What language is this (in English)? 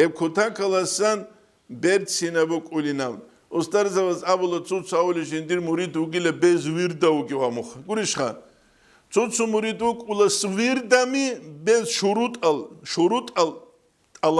Avaric